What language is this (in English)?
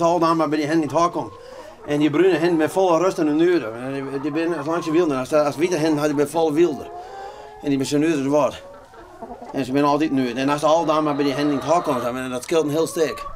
Western Frisian